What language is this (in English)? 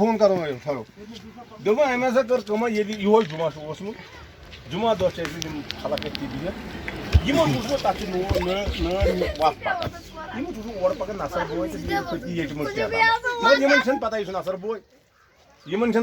Kashmiri